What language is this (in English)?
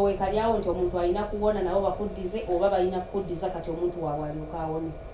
Ganda